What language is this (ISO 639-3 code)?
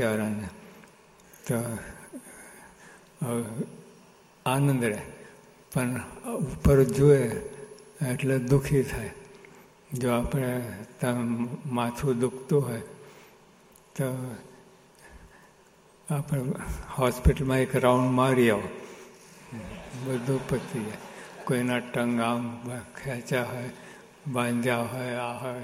guj